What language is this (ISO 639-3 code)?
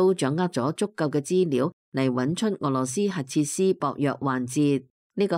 yue